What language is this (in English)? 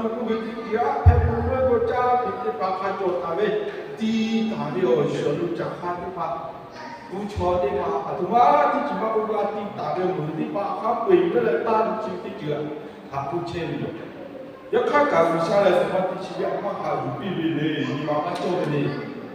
Lahu